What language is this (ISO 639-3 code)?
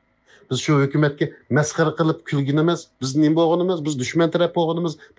uig